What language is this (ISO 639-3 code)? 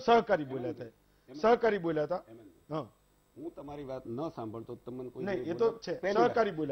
guj